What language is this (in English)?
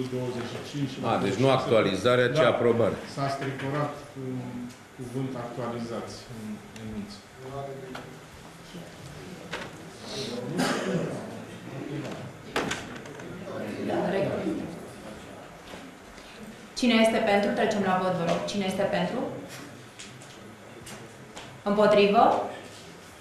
Romanian